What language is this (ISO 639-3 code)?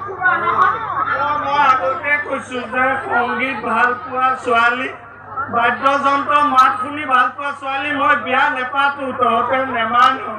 asm